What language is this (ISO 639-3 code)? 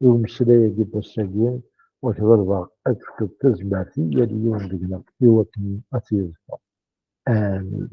kab